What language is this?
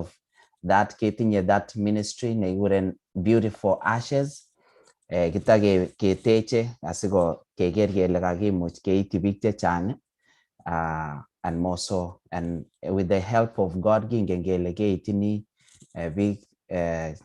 Kalenjin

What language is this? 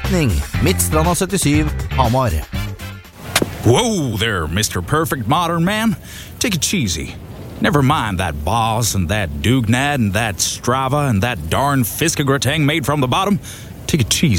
Norwegian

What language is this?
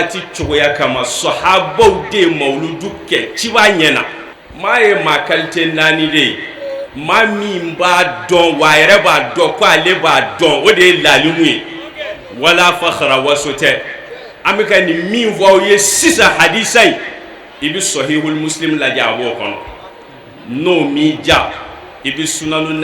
Bambara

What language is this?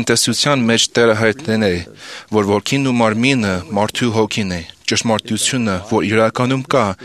Armenian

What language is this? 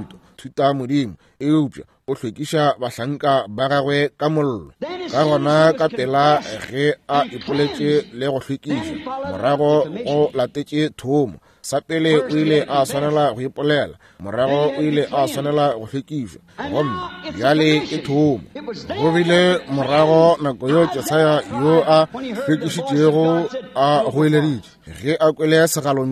Northern Sotho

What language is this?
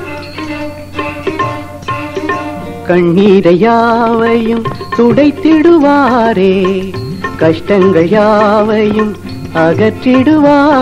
Tamil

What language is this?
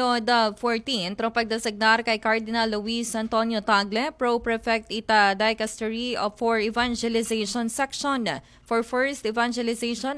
Aklanon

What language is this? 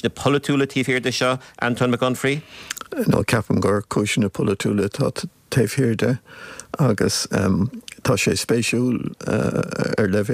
Irish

